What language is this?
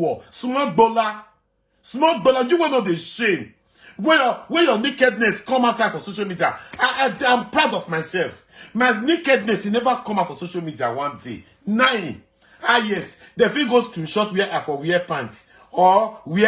Nigerian Pidgin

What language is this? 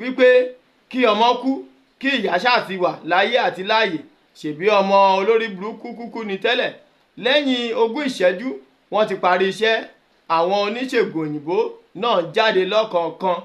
Yoruba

